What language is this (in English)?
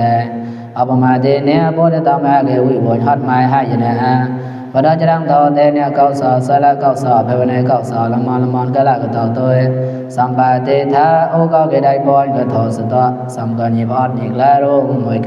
Mon